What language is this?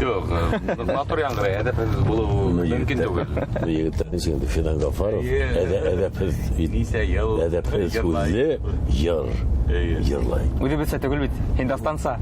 Bashkir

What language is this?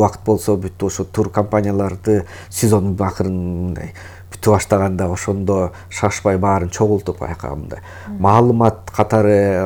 Kyrgyz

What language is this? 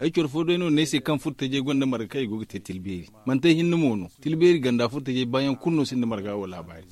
Zarma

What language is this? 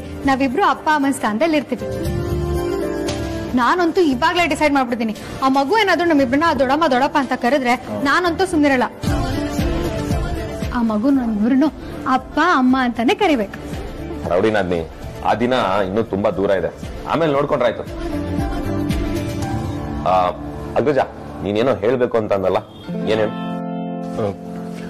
Kannada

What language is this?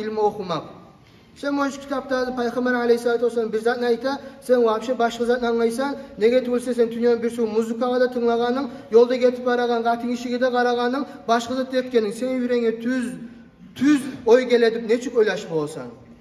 Kumyk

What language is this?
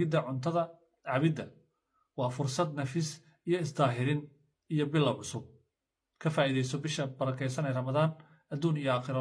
Somali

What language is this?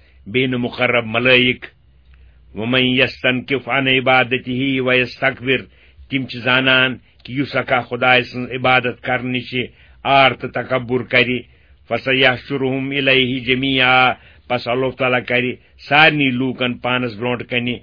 Kashmiri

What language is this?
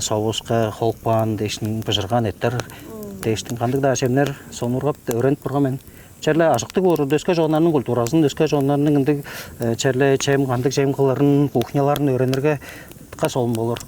Tuvinian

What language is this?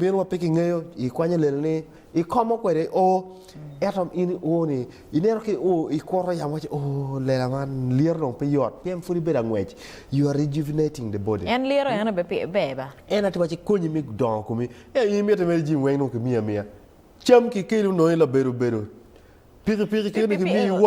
Acoli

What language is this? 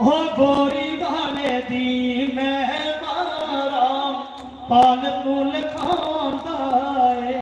Dogri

